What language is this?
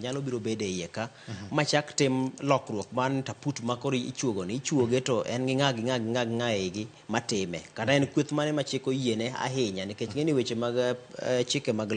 Luo (Kenya and Tanzania)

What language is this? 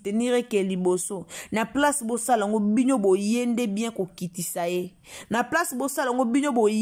Lingala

